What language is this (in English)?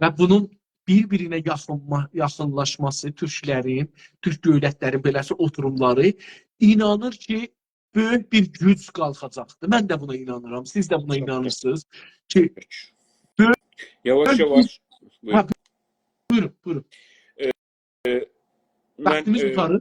South Azerbaijani